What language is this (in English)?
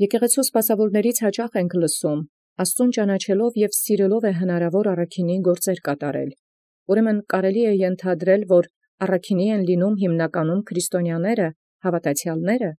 Armenian